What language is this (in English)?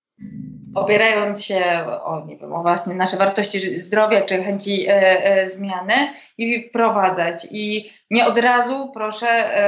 Polish